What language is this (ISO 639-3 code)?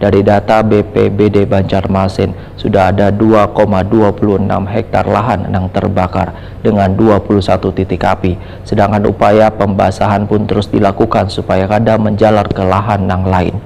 bjn